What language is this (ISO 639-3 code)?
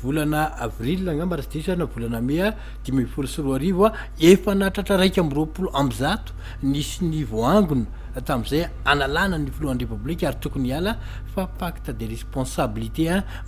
mlg